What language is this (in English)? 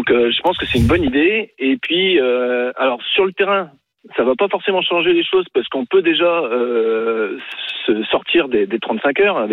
French